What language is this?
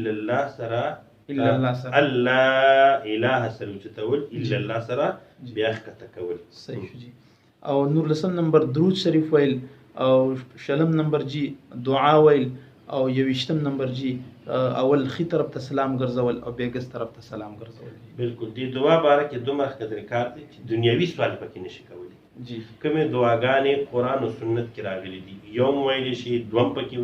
Pashto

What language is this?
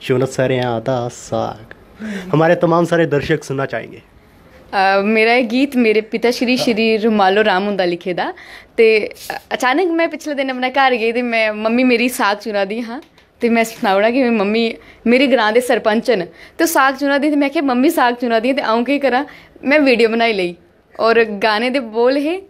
Dogri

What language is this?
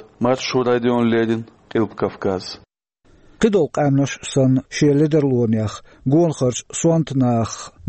Chechen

